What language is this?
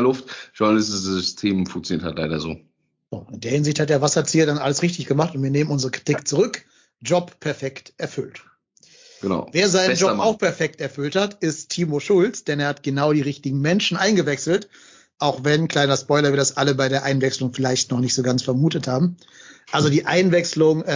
German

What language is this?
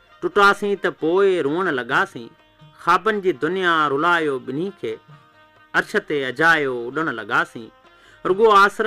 Sindhi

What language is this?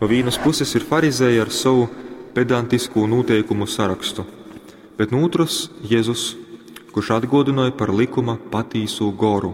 Latgalian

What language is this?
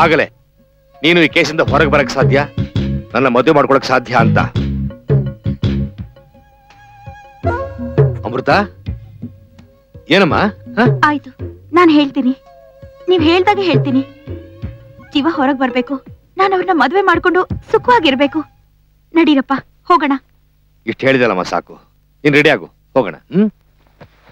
Kannada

